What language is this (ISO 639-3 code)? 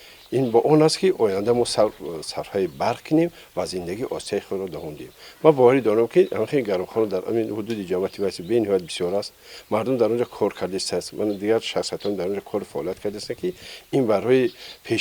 tgk